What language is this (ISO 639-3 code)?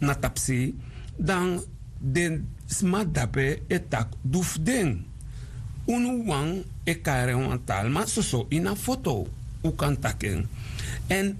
srn